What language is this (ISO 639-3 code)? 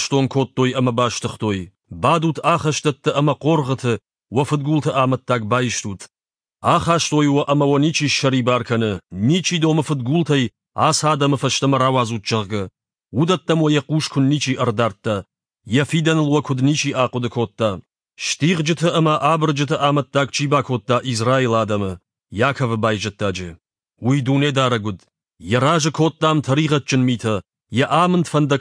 oss